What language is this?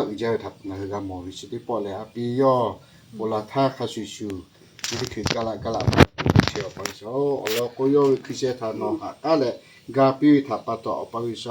Lahu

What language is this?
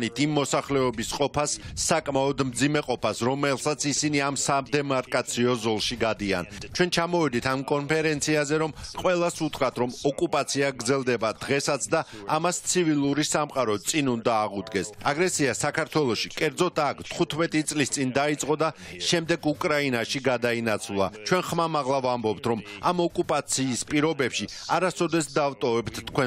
Georgian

